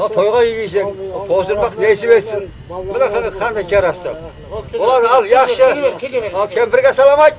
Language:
Kara-Kalpak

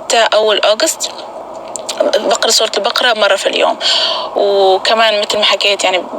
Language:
North Levantine Arabic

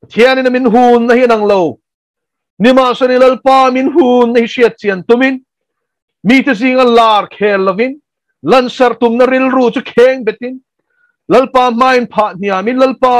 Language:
Mizo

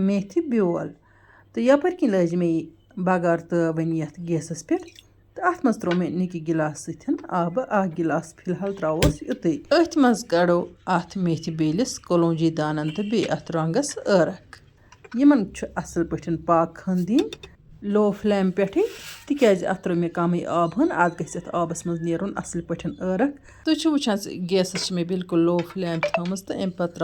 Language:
Kashmiri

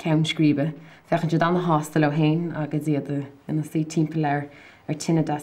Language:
Irish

